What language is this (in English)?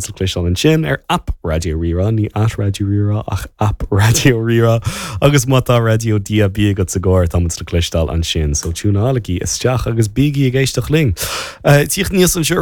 Irish